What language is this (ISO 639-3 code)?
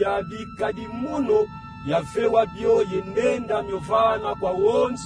kon